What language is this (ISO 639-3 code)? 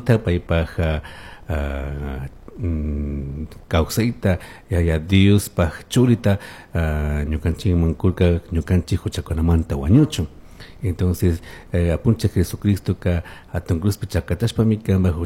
qug